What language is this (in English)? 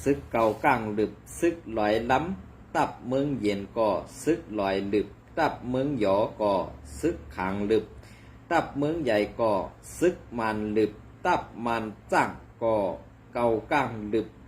Shan